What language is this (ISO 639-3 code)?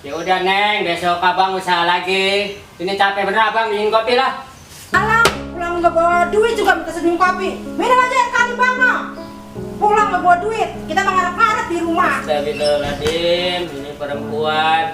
bew